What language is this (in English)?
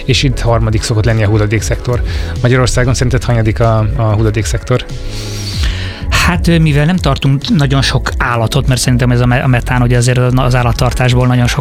Hungarian